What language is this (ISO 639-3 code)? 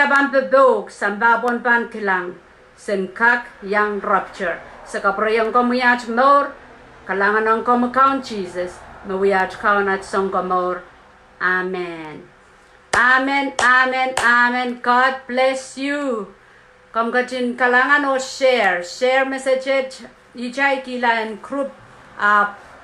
pon